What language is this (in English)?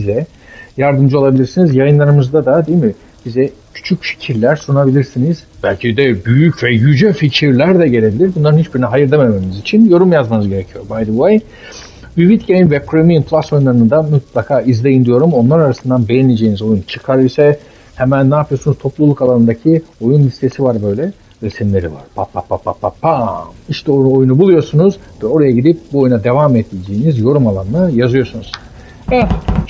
Turkish